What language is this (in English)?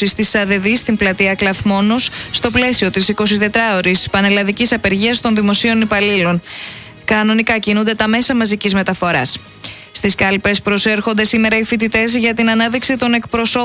Greek